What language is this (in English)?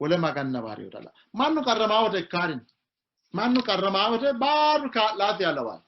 Sidamo